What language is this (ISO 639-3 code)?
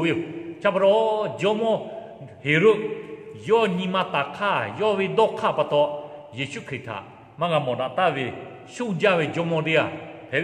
lhu